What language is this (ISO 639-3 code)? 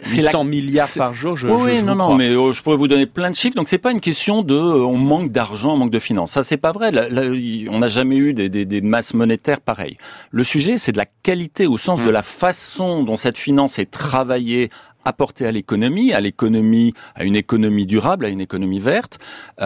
fra